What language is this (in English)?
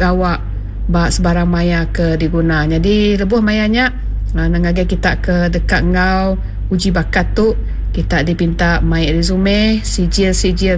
Iban